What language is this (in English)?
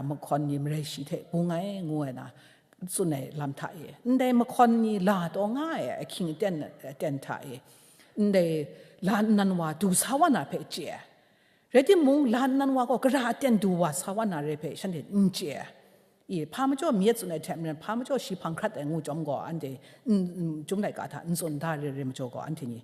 Kachin